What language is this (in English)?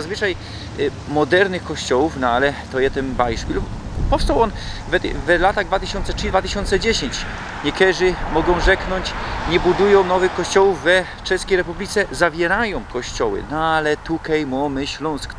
Silesian